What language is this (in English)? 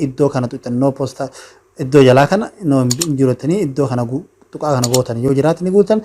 Oromo